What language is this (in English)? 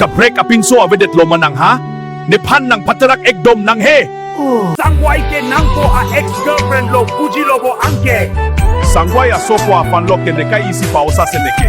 Karbi